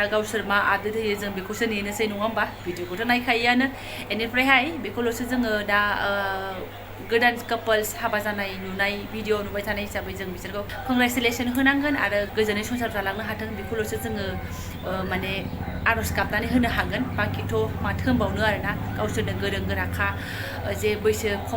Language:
Bodo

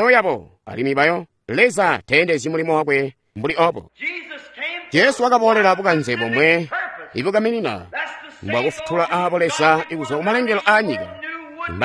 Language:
Tonga (Zambia)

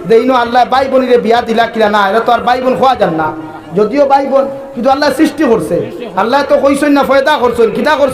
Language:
Sylheti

